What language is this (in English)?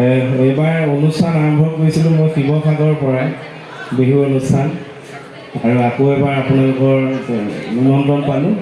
Assamese